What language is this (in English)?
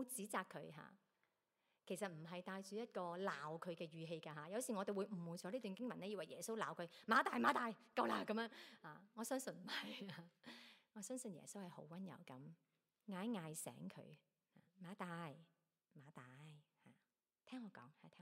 Cantonese